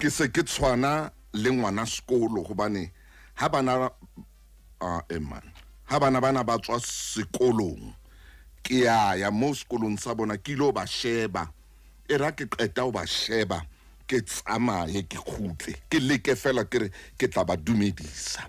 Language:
Southern Sotho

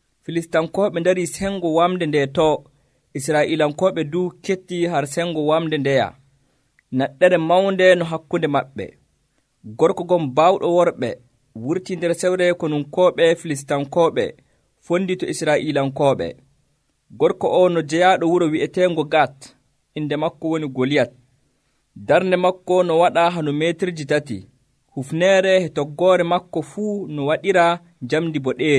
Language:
Nigerian Fulfulde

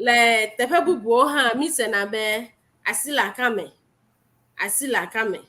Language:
Ewe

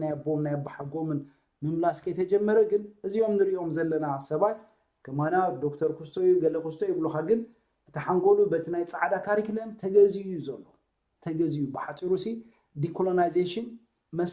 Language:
Tigrinya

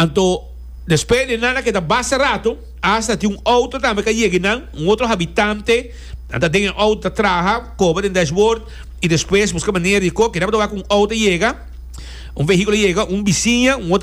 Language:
Papiamento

